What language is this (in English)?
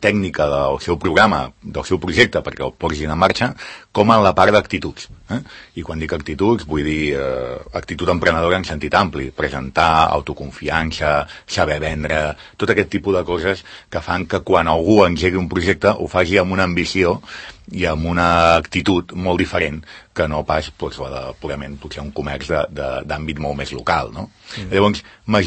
Catalan